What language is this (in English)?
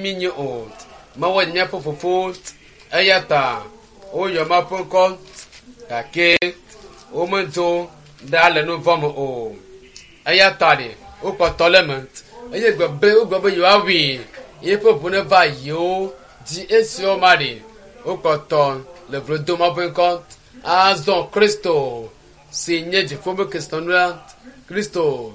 Ewe